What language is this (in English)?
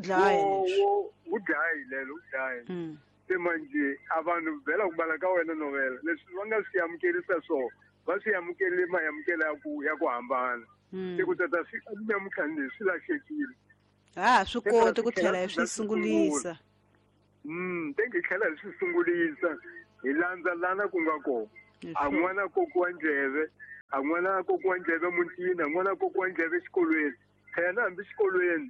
Tsonga